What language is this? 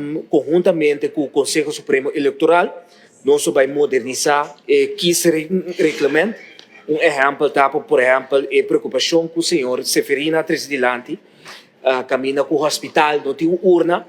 Papiamento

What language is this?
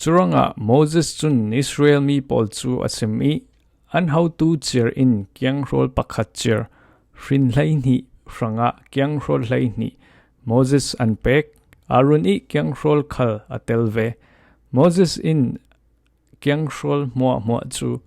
Falam Chin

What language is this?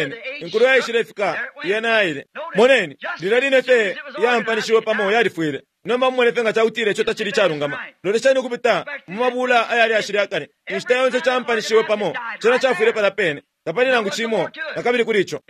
Bemba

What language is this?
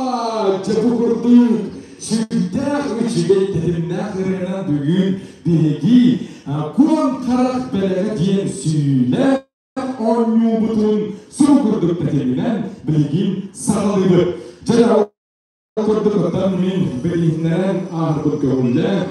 Yakut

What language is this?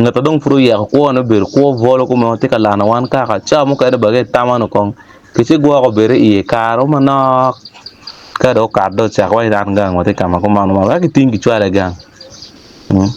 Acoli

